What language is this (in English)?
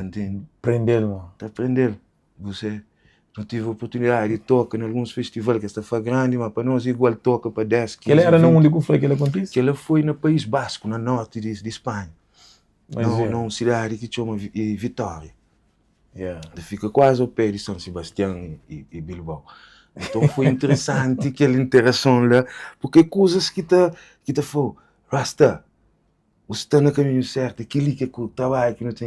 Kabuverdianu